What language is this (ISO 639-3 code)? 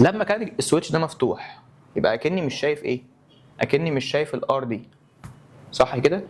arz